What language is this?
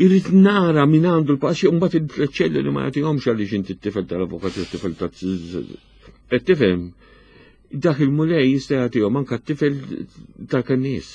Maltese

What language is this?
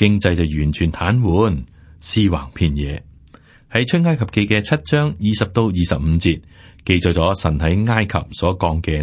Cantonese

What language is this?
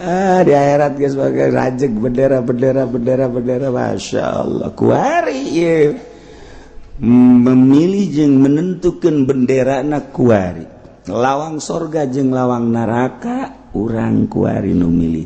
Sundanese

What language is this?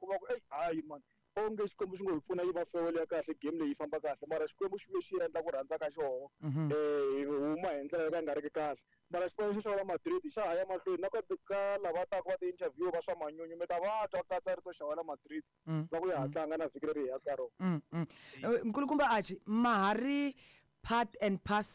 Tsonga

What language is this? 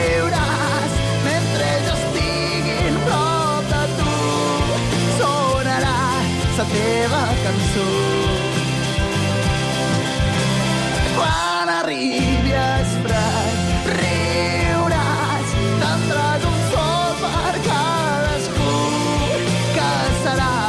Catalan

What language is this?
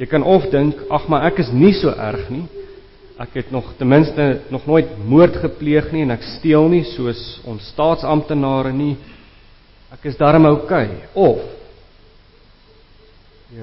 Afrikaans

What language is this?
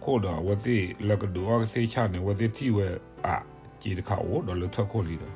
S'gaw Karen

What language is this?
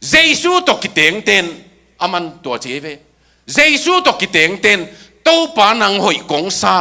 Tedim Chin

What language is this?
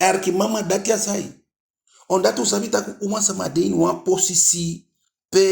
Eastern Maroon Creole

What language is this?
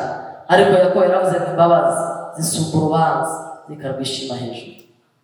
Kinyarwanda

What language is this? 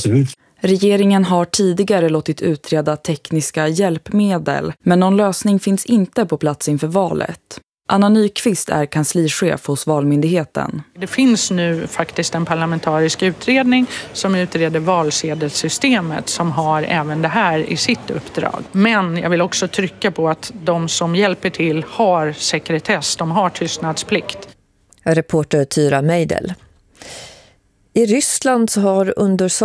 Swedish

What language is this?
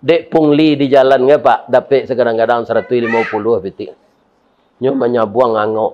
Minangkabau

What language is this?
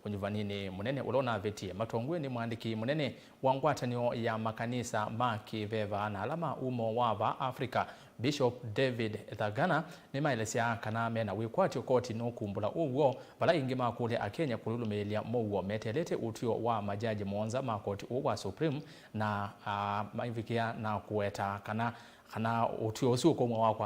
Kamba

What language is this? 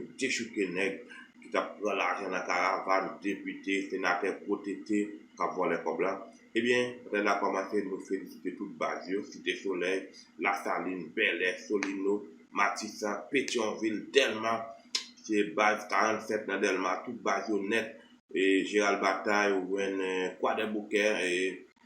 Haitian Creole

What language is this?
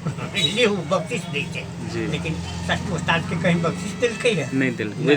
Maithili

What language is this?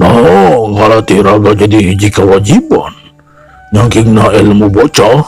Sundanese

